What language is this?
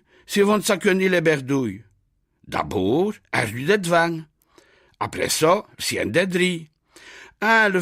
Picard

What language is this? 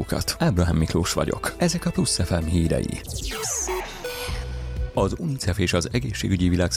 Hungarian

